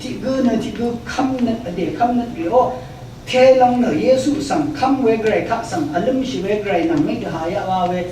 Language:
Rawang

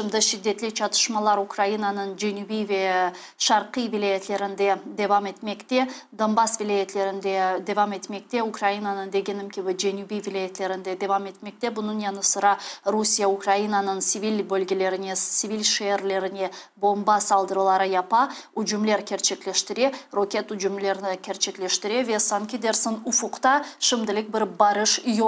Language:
Crimean Tatar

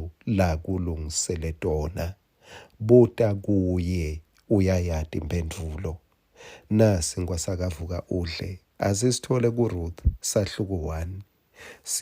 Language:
Swati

